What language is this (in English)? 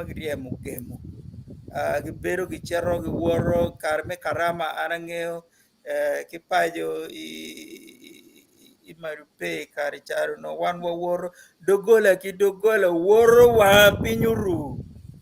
Acoli